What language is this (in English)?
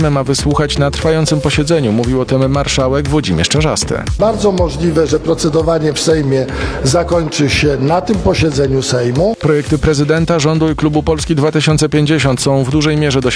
Polish